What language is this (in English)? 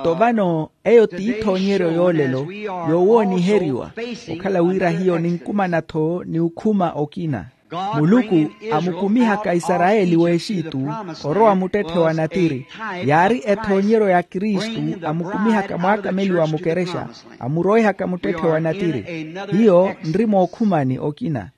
Makhuwa